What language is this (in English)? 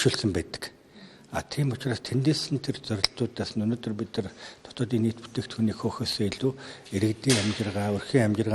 Mongolian